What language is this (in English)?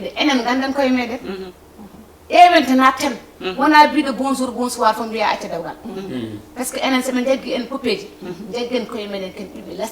Fula